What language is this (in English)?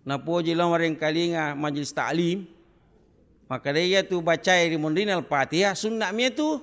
Buginese